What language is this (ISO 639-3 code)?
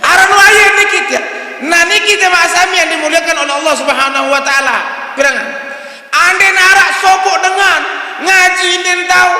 sas